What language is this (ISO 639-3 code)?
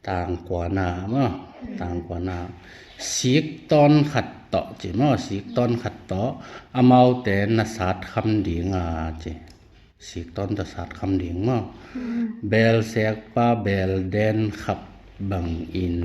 ctd